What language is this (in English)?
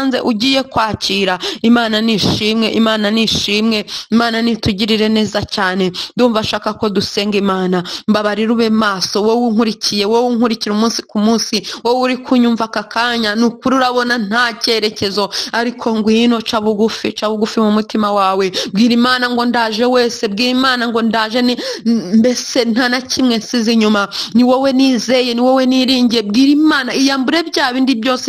Kinyarwanda